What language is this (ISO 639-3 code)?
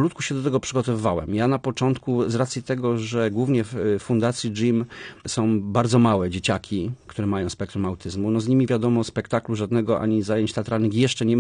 pol